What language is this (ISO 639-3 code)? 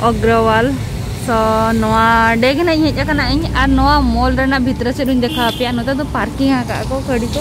sat